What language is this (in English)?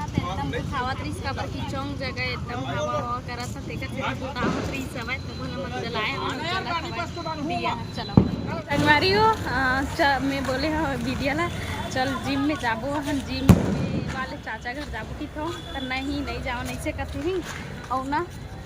Chhattisgarhi